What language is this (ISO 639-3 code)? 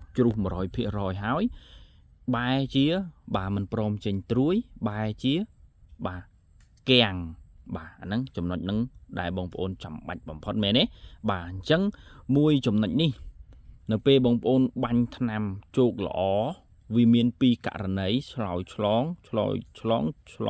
khm